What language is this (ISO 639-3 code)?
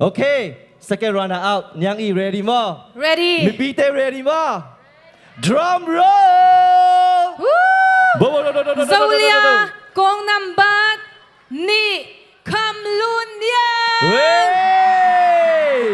ctd